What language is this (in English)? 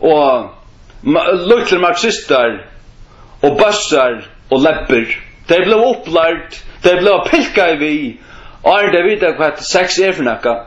Faroese